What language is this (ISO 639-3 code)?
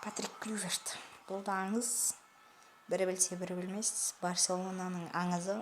kaz